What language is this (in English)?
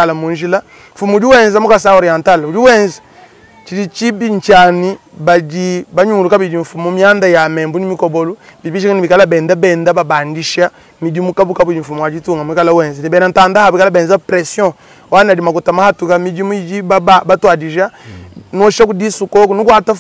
Luba-Lulua